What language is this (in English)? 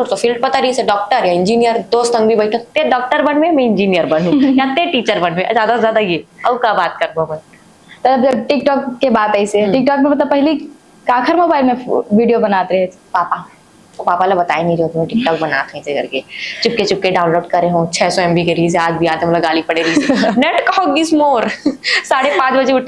Chhattisgarhi